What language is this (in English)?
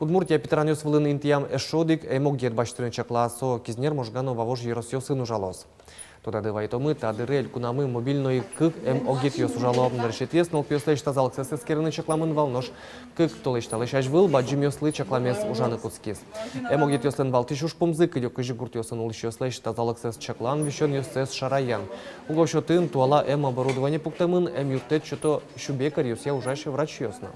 Udmurt